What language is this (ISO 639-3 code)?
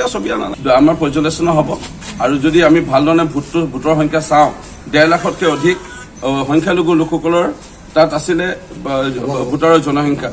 asm